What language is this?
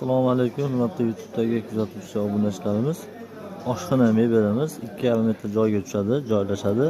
Uzbek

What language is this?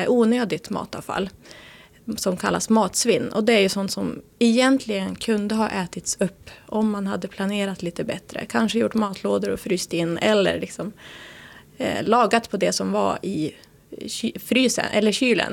Swedish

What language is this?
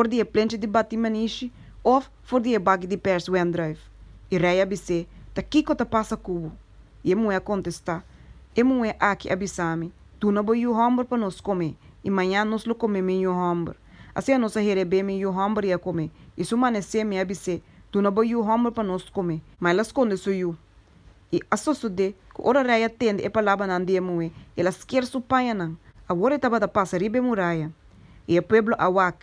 Papiamento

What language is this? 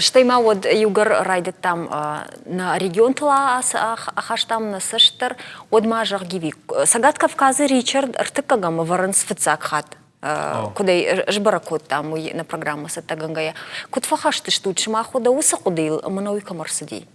Ossetic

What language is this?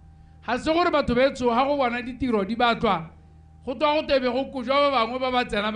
Tswana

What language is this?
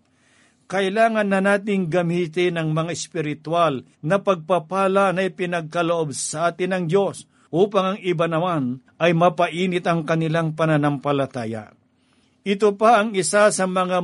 Filipino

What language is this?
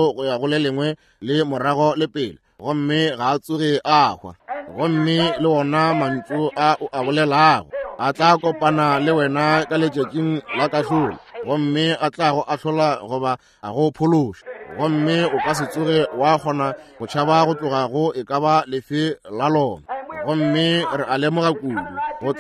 Northern Sotho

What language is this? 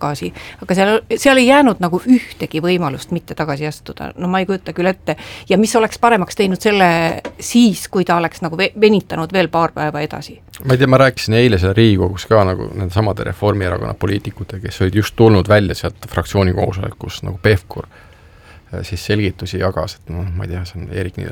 Estonian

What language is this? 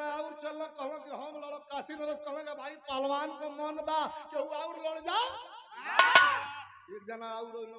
Bhojpuri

